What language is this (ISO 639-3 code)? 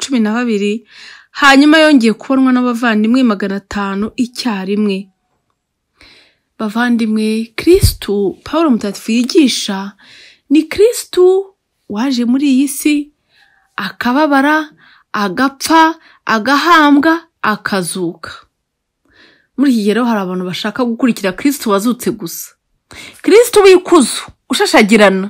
kin